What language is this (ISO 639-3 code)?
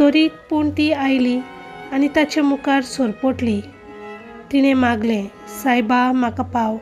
kok